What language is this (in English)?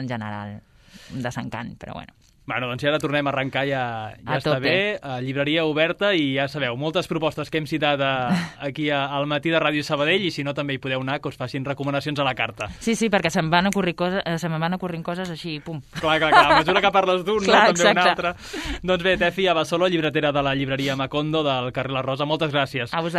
Catalan